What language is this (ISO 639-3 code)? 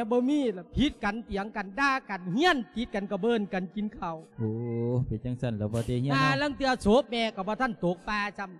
lao